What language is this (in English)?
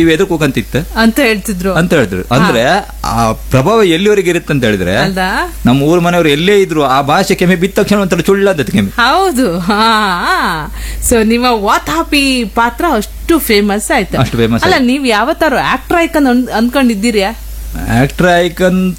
Kannada